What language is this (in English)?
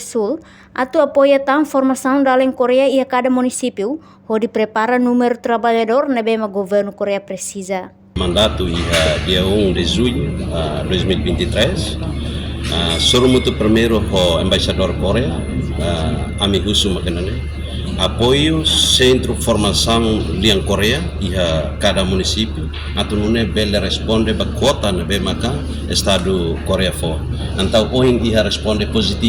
Tetum